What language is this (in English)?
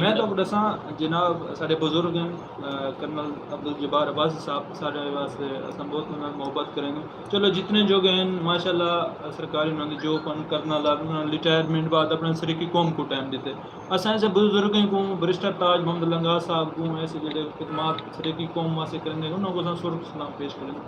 Saraiki